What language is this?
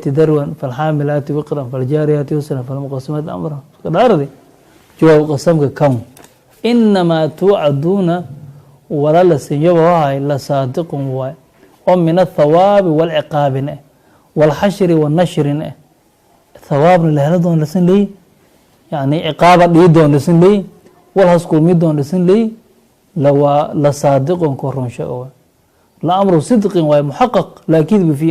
Somali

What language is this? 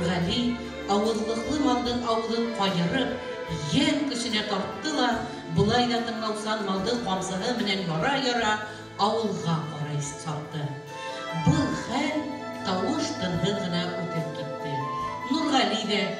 Bashkir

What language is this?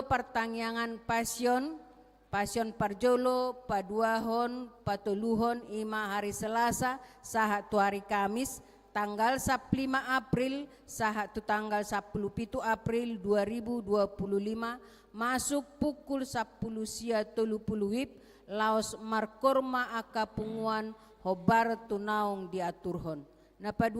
Batak Toba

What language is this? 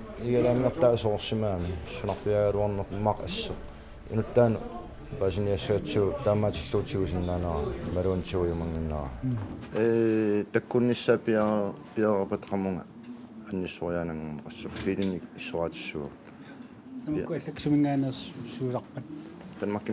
Kalaallisut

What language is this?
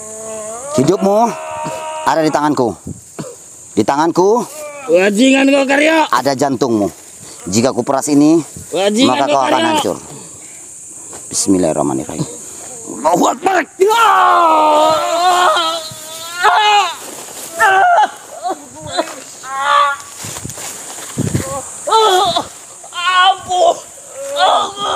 Indonesian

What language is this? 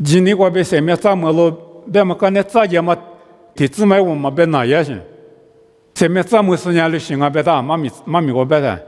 Lisu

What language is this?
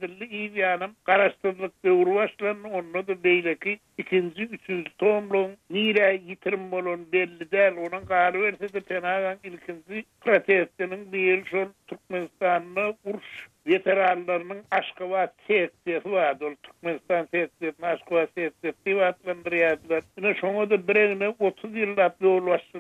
Turkmen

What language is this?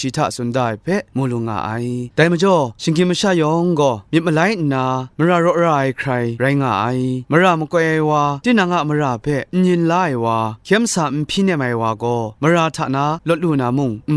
Kachin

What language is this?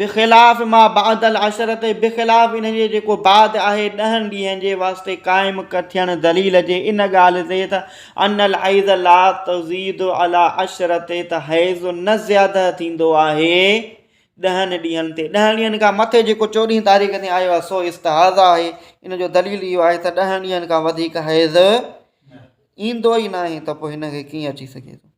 Sindhi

